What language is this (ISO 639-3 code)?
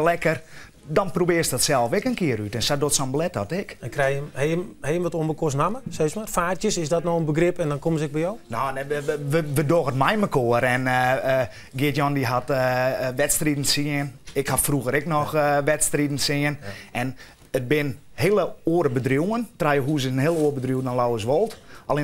fry